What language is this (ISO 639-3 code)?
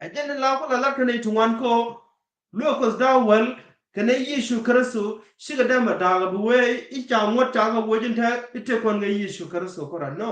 nus